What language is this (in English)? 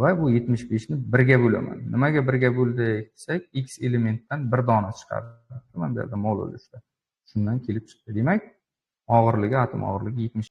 Uzbek